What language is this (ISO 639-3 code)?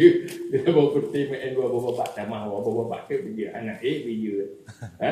ace